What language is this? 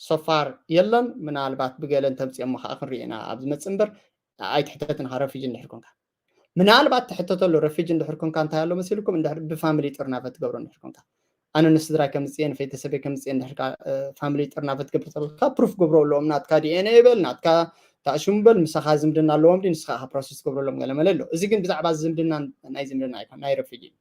Tigrinya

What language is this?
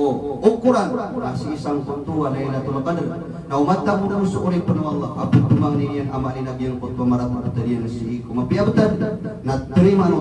Maranao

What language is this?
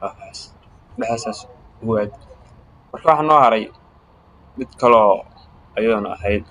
Somali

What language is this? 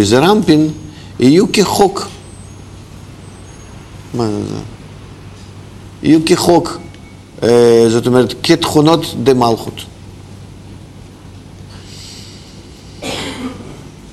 Hebrew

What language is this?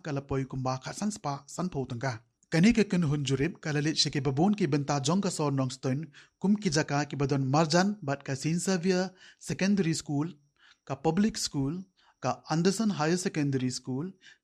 Khasi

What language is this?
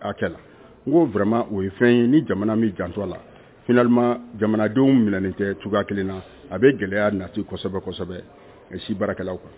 Bambara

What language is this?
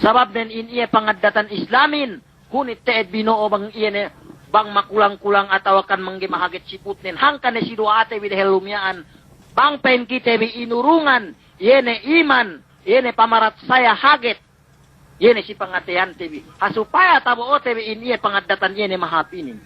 Yakan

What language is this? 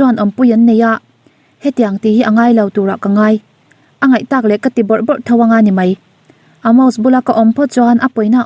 Mizo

